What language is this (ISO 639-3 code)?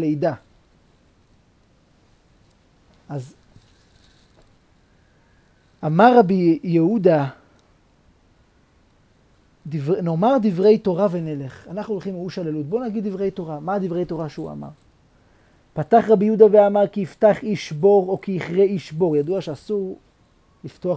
heb